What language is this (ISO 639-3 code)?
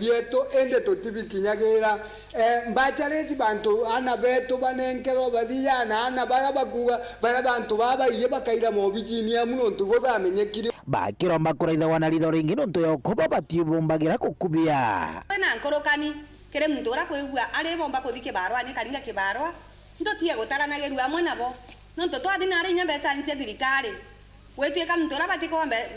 mer